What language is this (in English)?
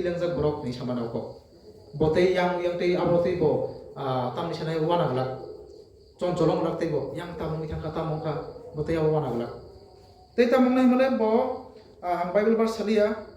Kok Borok